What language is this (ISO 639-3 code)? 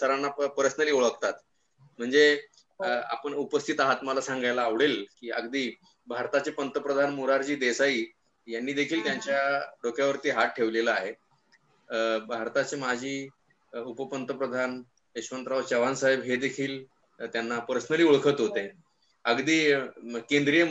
mar